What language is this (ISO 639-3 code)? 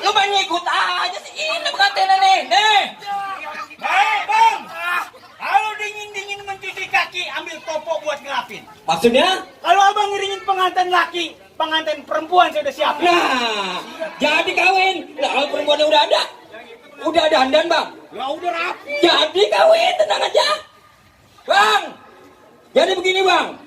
bew